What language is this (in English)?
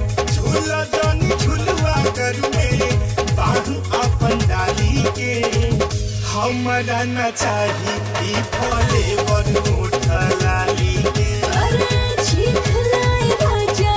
Bhojpuri